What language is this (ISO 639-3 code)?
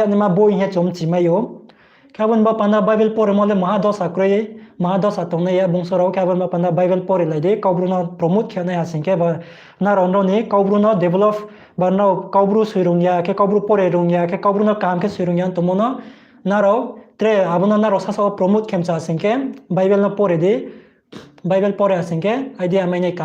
ria